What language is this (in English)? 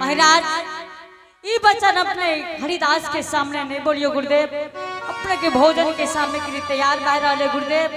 Angika